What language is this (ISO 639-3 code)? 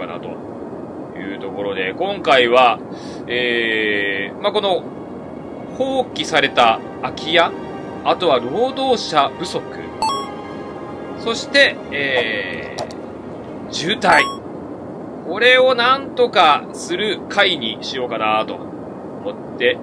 jpn